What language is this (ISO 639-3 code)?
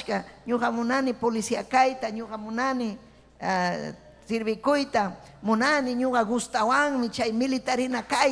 quy